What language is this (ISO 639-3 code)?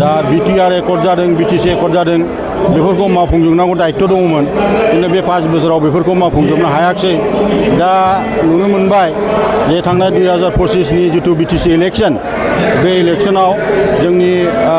brx